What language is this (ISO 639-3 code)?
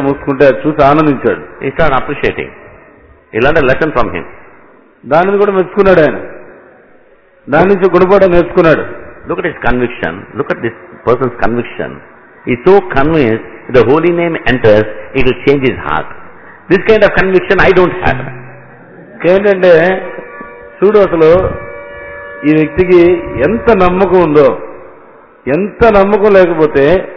tel